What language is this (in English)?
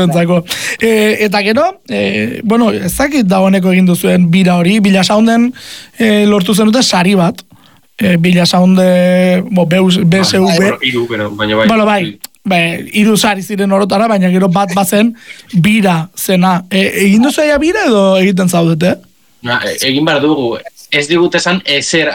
Basque